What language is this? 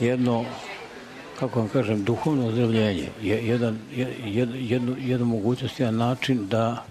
Serbian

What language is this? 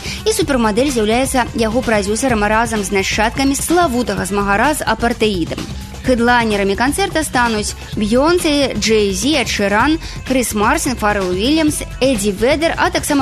Belarusian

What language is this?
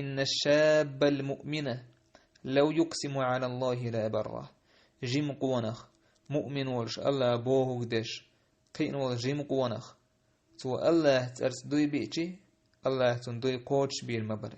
Chechen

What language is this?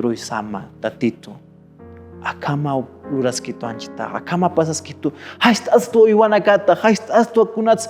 Aymara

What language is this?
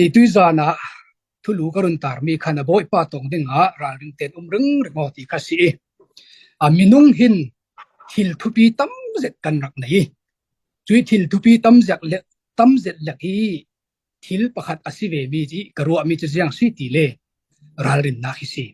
Falam Chin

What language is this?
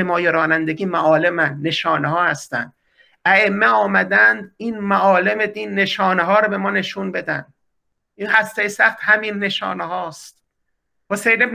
Persian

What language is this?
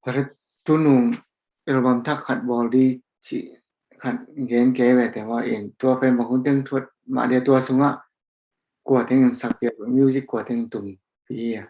Tedim Chin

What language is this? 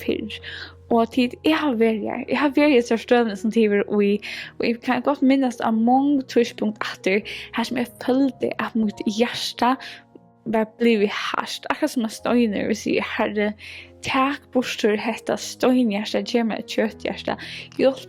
Faroese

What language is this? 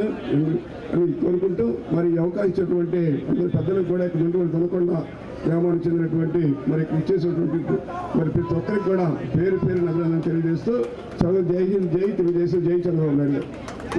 Telugu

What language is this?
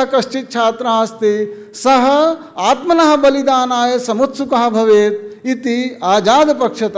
Sanskrit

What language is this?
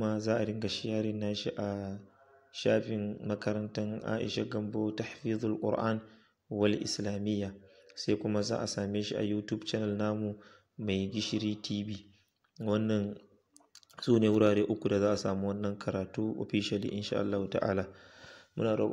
Hausa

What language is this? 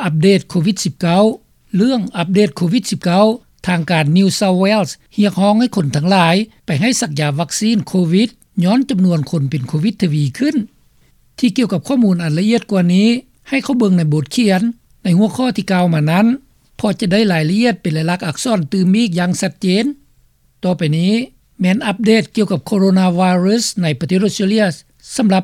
Lao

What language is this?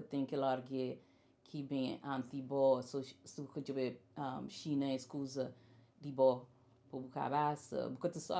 Kabuverdianu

